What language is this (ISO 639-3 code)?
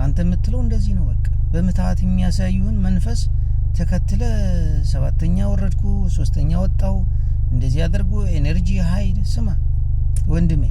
amh